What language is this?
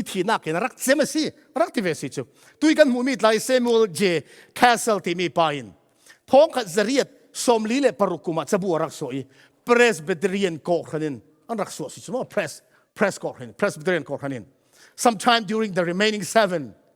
Falam Chin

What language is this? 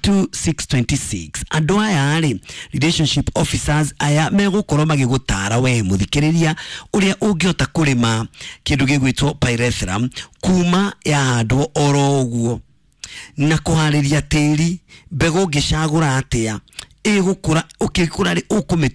Kikuyu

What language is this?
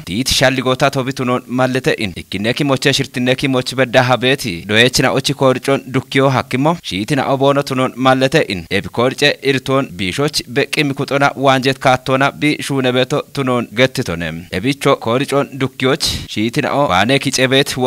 Kafa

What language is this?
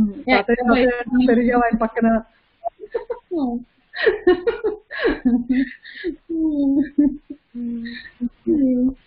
Telugu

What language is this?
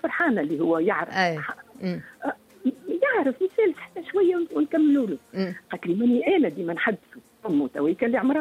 Tunisian Arabic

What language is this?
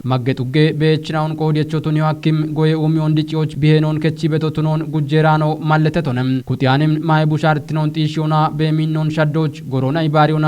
Kafa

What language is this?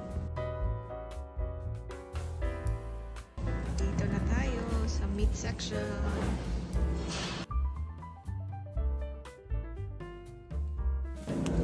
Filipino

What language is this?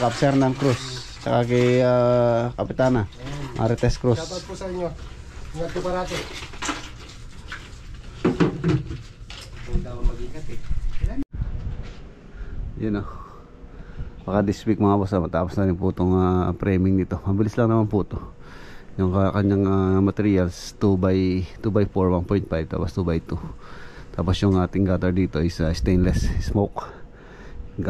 Filipino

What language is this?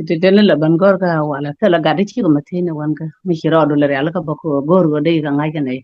Nuer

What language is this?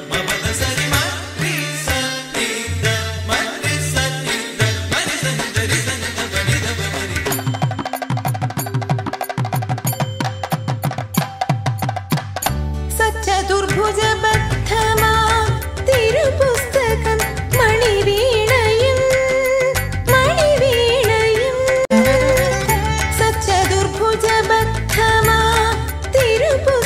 Malayalam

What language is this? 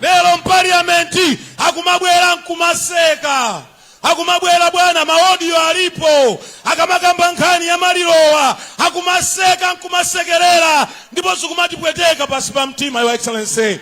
Nyanja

